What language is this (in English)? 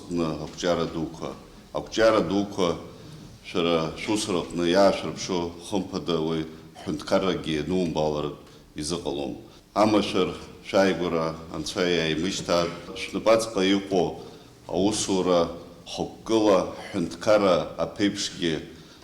Abkhazian